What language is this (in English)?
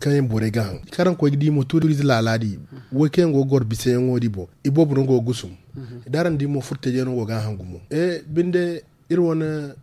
Zarma